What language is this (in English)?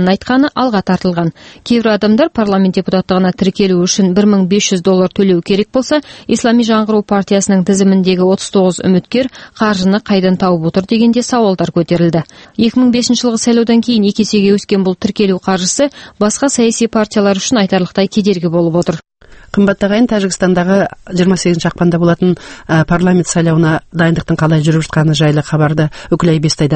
Kazakh